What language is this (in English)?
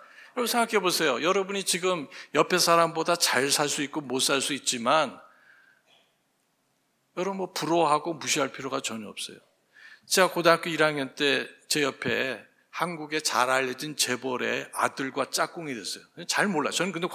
Korean